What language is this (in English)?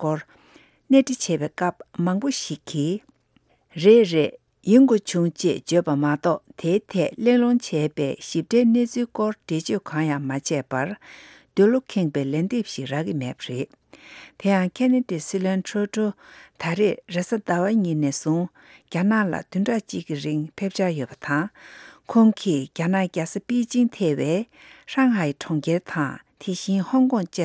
Tibetan